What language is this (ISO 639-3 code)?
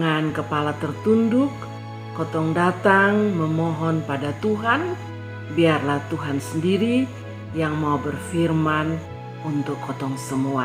mkn